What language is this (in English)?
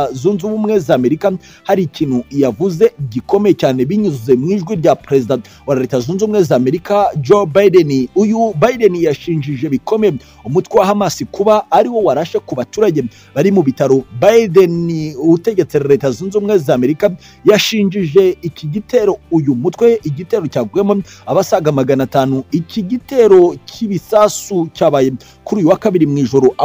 Kinyarwanda